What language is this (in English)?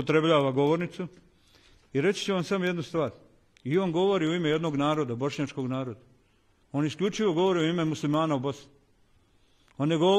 Bosnian